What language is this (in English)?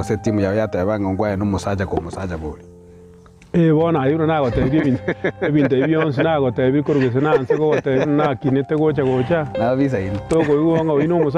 Gusii